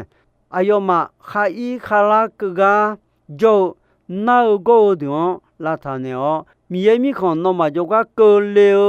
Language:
Akha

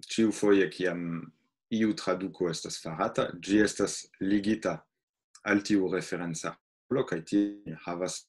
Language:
Esperanto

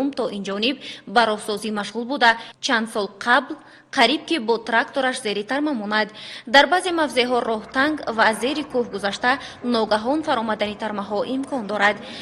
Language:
Tajik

